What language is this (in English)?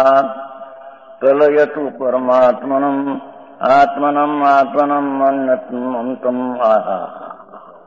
Gujarati